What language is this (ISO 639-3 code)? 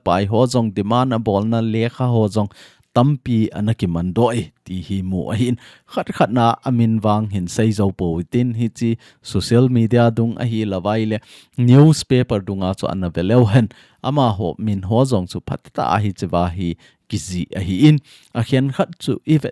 tcz